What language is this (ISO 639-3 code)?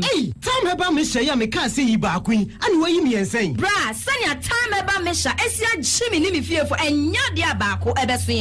aka